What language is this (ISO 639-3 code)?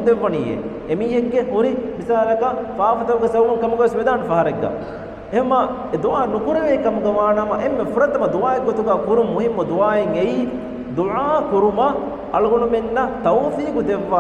div